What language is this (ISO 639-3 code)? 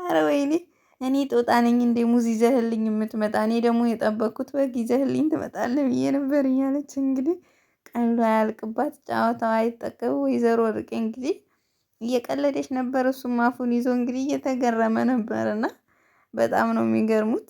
amh